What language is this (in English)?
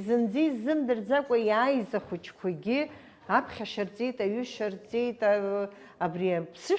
Abkhazian